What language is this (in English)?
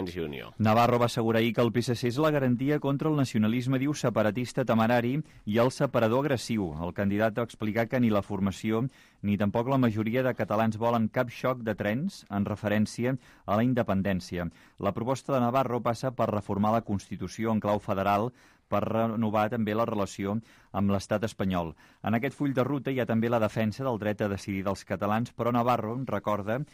Catalan